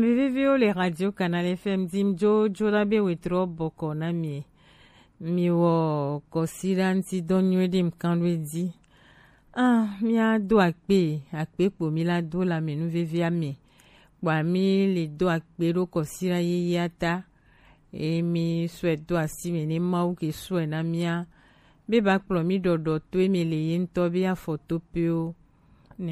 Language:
Gen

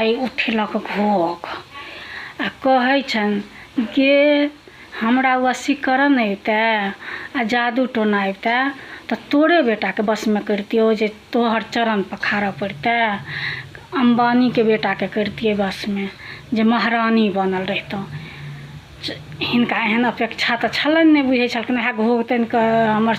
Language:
Maithili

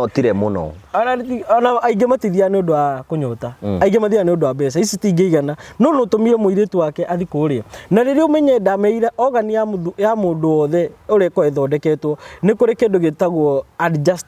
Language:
Kikuyu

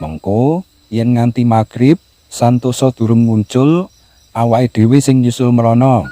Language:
Javanese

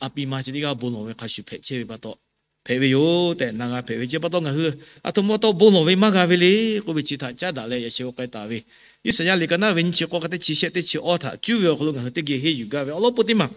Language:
Lahu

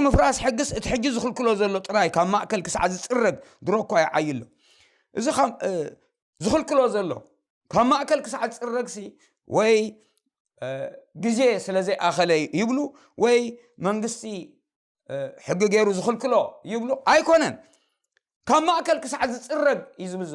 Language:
Tigrinya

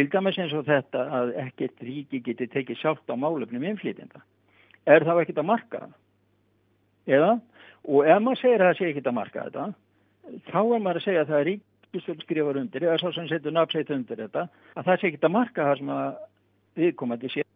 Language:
Icelandic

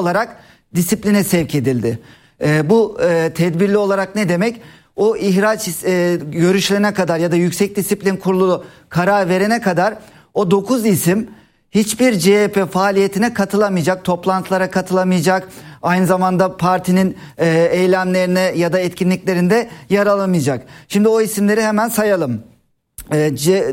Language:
Turkish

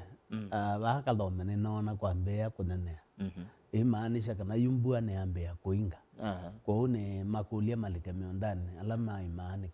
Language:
Kamba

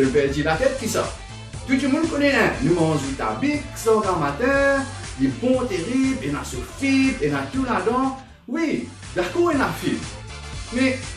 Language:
Morisyen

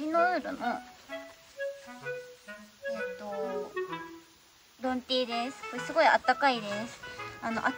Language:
Japanese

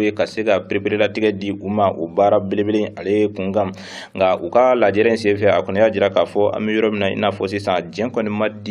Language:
Bambara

